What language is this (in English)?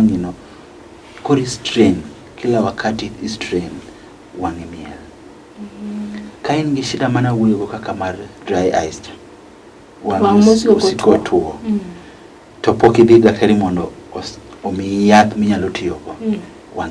Luo (Kenya and Tanzania)